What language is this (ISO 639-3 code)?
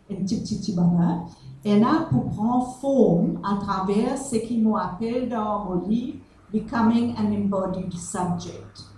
mfe